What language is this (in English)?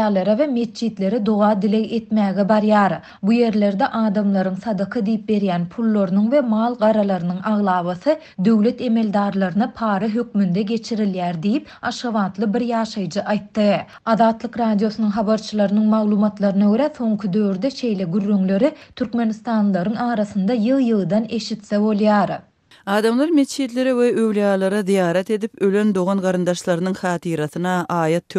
Turkmen